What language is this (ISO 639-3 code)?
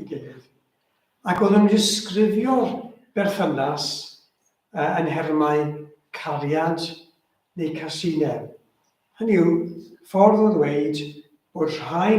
cym